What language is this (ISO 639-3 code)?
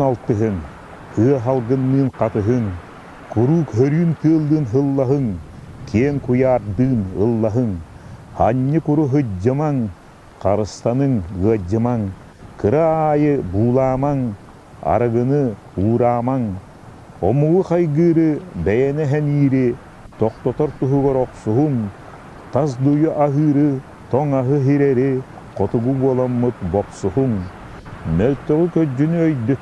sah